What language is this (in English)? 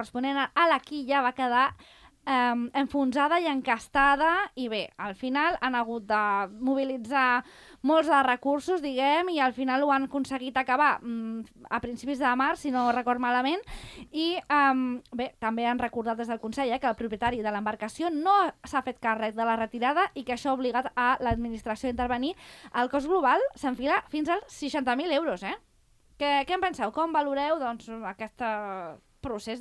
Catalan